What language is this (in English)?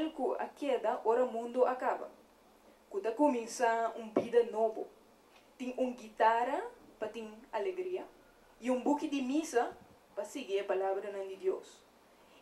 Papiamento